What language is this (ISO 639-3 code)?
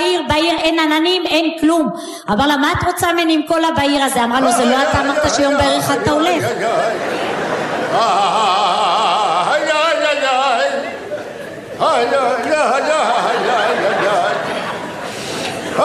heb